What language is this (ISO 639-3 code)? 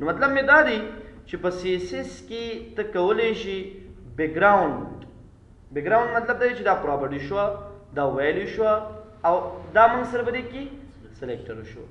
pus